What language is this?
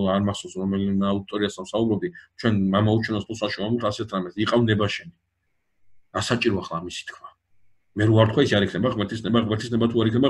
Georgian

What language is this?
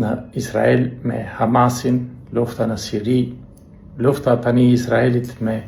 Albanian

